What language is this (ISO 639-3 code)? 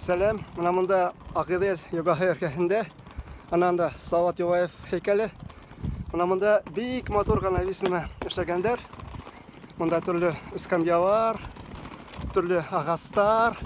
bak